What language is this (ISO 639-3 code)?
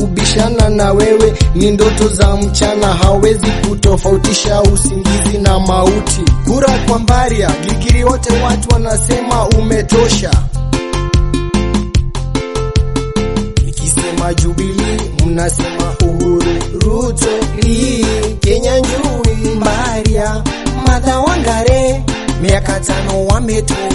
swa